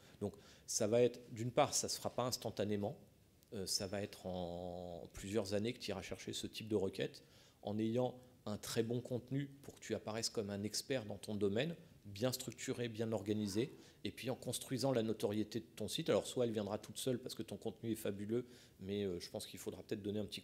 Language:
French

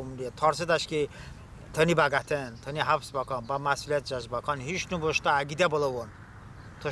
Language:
Talysh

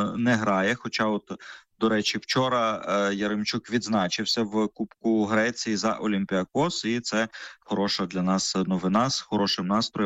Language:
Ukrainian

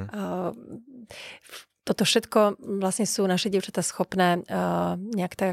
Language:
Slovak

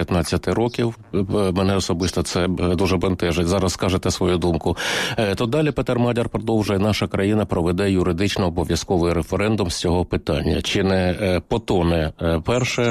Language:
Ukrainian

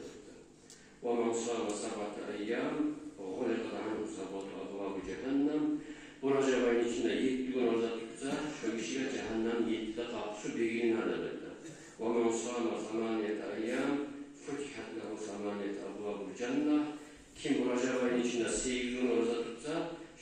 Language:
Kumyk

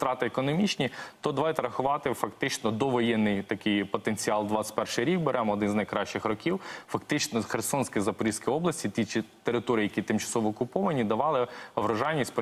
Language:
Ukrainian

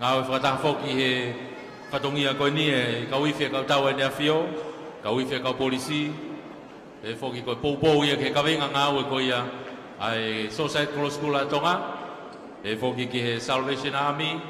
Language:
Tongan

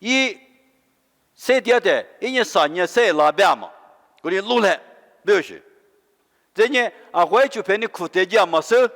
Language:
Lisu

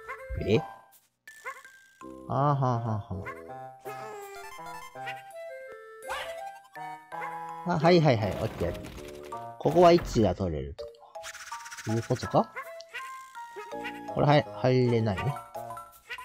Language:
Japanese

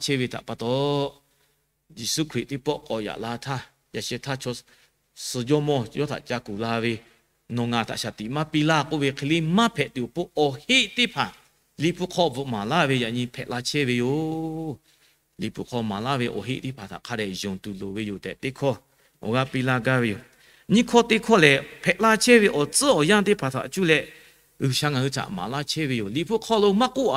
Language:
Lahu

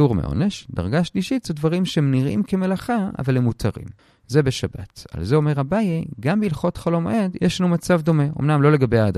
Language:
Hebrew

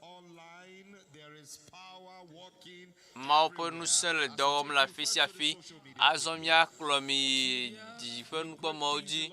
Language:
Ewe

